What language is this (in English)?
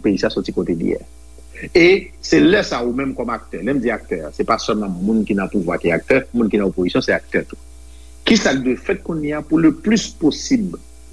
Haitian Creole